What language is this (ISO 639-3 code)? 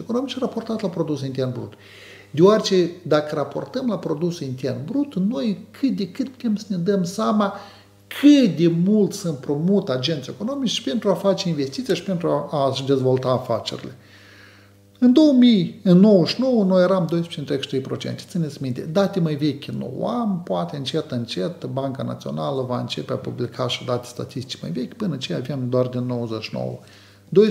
ron